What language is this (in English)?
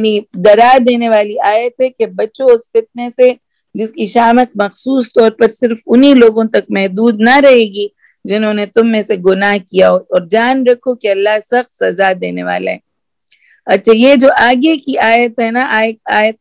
Urdu